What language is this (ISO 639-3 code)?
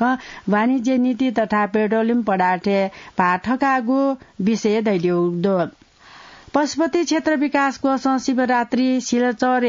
new